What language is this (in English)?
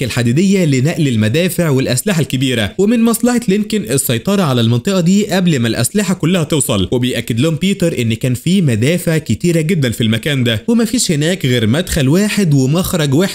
Egyptian Arabic